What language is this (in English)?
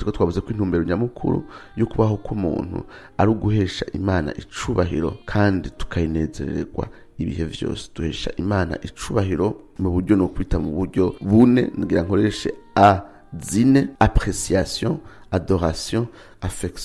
Rundi